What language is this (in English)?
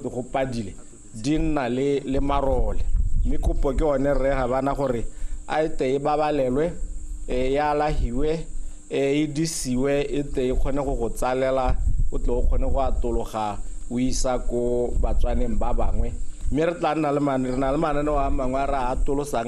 Tswana